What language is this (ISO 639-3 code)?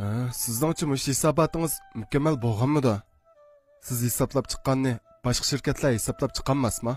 uig